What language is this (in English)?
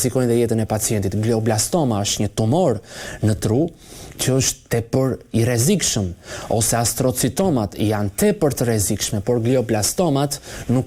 Albanian